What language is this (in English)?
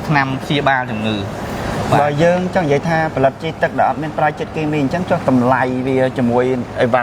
Khmer